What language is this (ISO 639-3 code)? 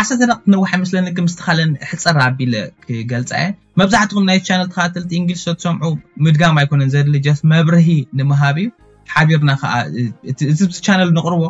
tir